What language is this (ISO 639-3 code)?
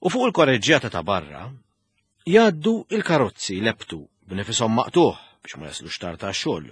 mlt